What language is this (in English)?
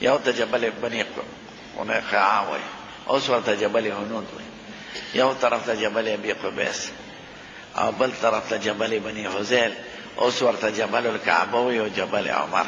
Pashto